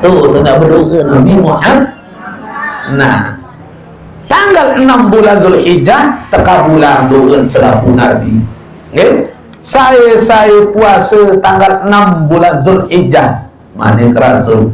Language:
Sasak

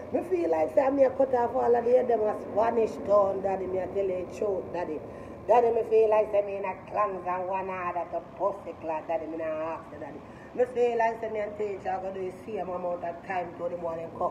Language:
Jamaican Creole English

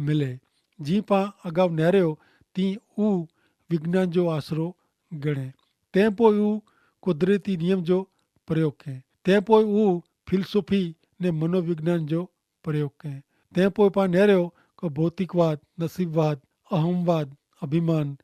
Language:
Kachhi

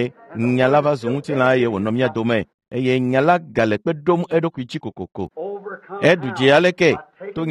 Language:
Ewe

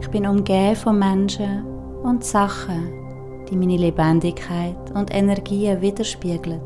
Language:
Swiss German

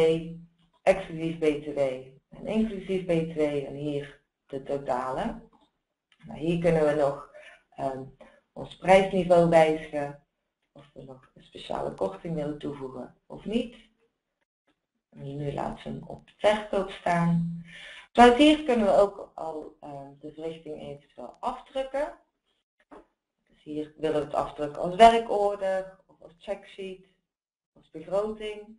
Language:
Dutch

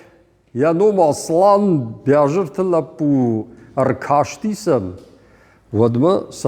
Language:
Ossetic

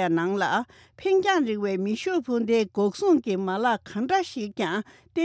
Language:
Tibetan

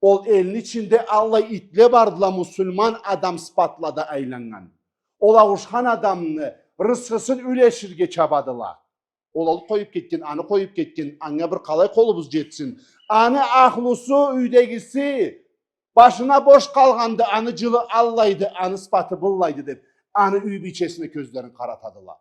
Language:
Karachay-Balkar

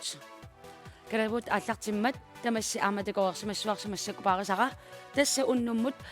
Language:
Kalaallisut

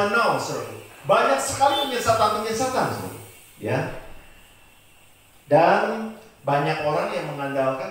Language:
Indonesian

